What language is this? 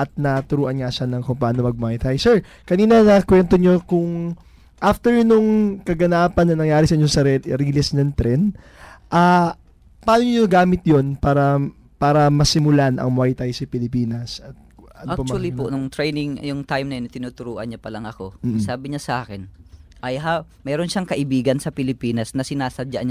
Filipino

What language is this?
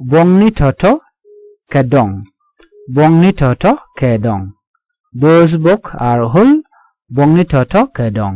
Nuer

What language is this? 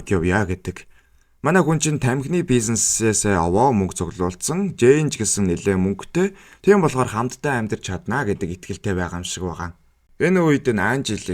Mongolian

